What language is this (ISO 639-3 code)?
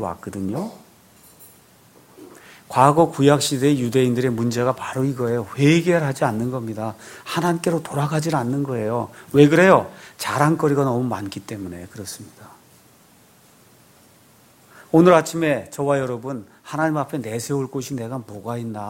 kor